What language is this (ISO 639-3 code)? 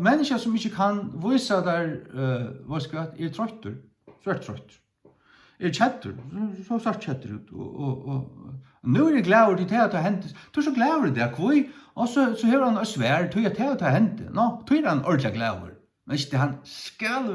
fao